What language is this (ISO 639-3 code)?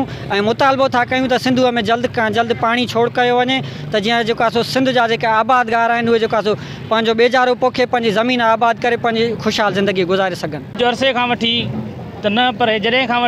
snd